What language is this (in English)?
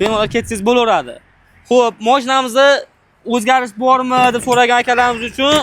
Uzbek